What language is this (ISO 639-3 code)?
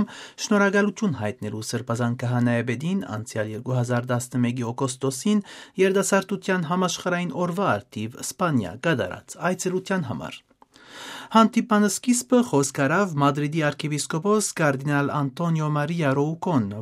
hye